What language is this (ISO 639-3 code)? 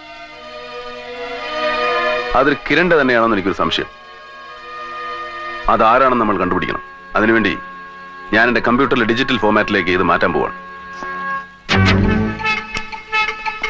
mal